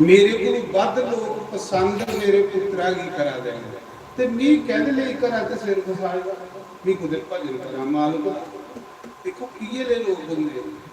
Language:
Dogri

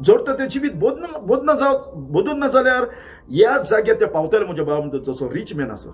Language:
Konkani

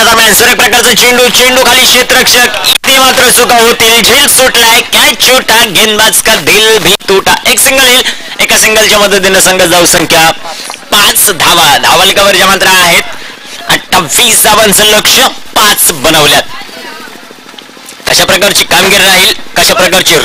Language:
Marathi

